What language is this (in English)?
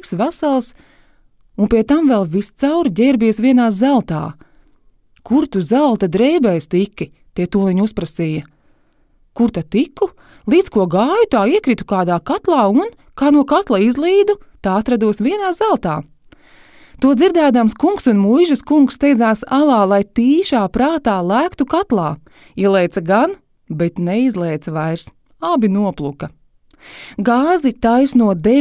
Latvian